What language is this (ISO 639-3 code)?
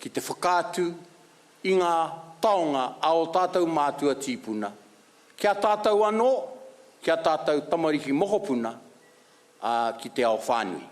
mri